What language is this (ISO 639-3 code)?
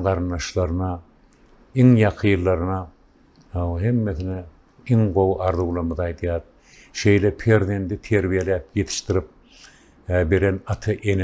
tuk